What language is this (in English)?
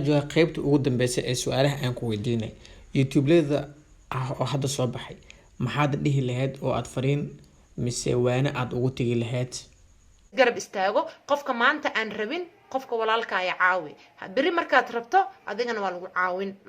Somali